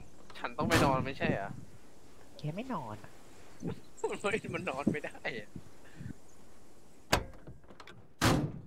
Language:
Thai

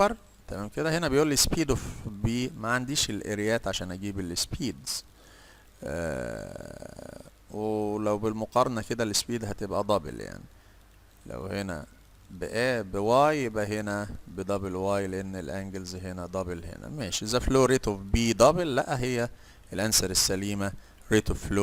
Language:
Egyptian Arabic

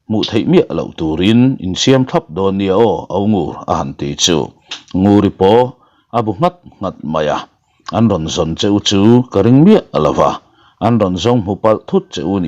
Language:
Mizo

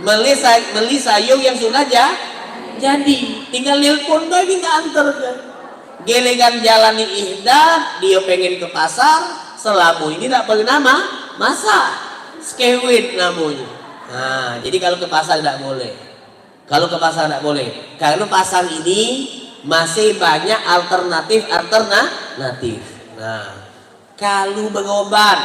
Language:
Musi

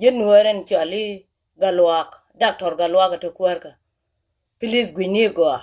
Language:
Nuer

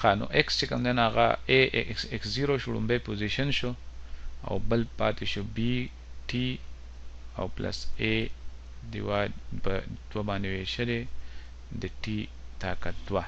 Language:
Pashto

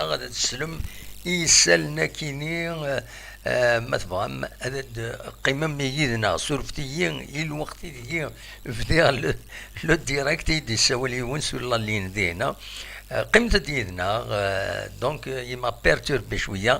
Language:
Kabyle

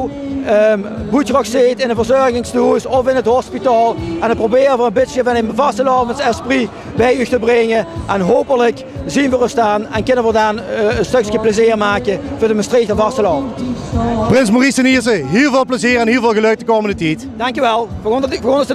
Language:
Limburgish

